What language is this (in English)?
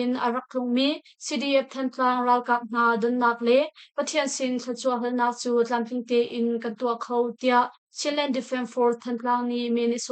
Hakha Chin